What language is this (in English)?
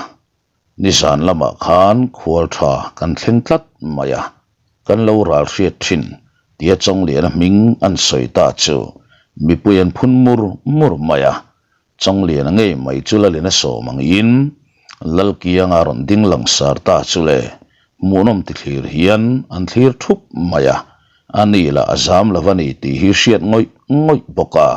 Mizo